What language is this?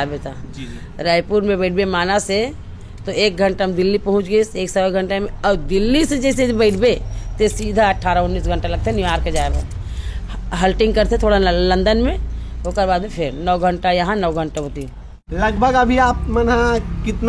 Chhattisgarhi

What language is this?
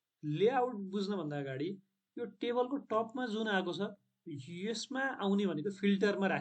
Nepali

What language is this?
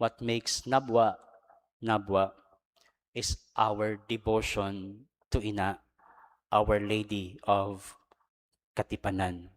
Bikol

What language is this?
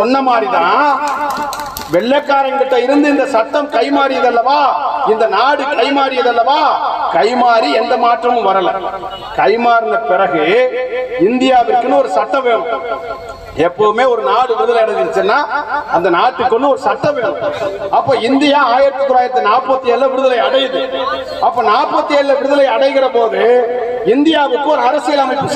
Tamil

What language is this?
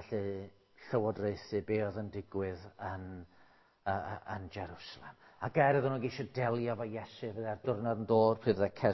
Welsh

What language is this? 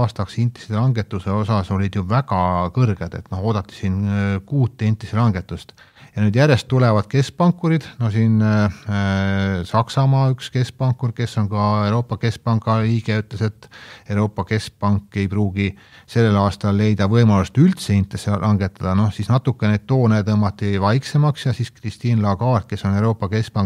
Estonian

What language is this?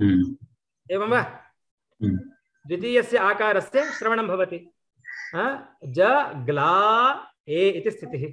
Sanskrit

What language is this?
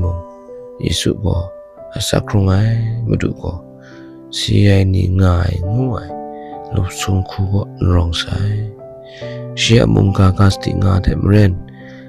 Kachin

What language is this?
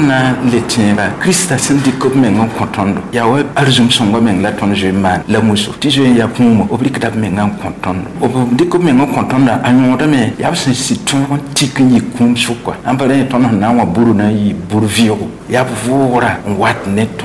Mossi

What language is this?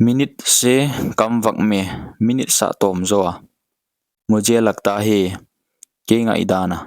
Paite Chin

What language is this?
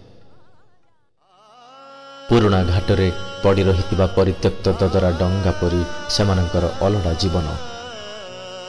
Odia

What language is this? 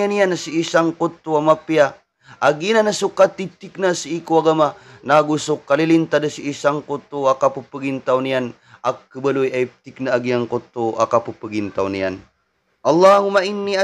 Maranao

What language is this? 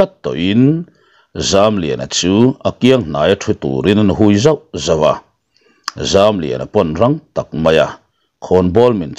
Mizo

